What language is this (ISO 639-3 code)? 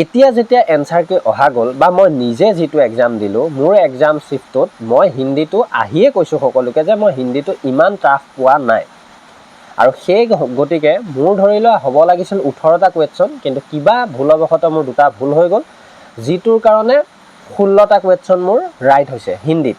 asm